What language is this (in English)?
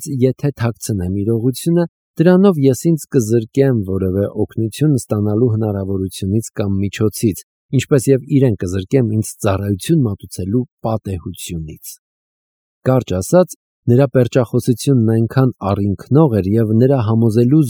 Armenian